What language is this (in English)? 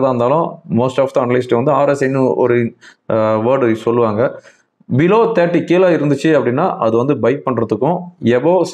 Tamil